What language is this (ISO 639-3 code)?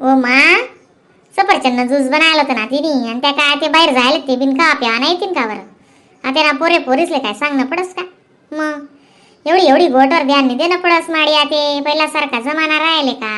khn